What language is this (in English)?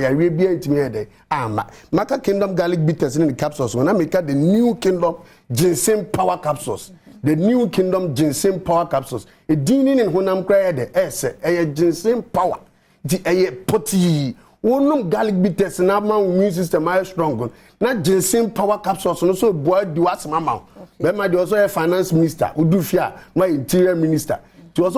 Akan